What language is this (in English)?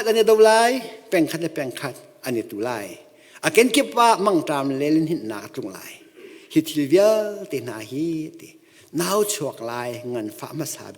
Hakha Chin